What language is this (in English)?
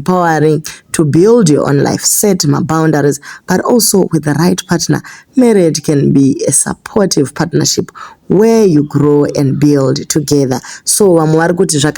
Shona